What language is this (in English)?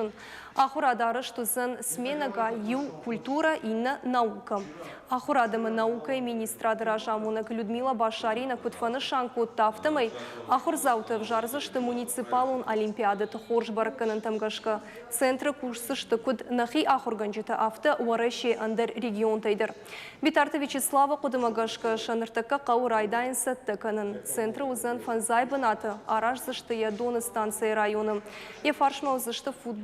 Ossetic